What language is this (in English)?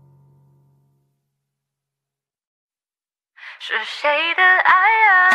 Chinese